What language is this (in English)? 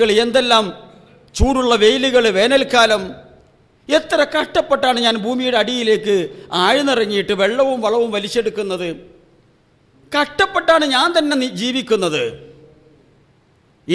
Malayalam